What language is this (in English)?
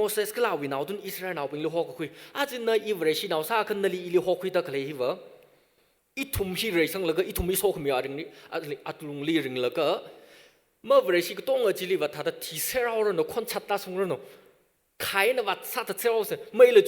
Tangkhul Naga (India)